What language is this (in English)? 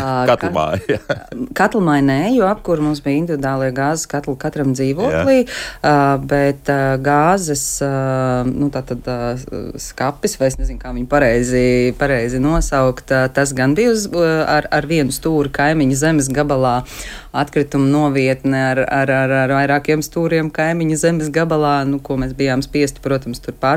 Latvian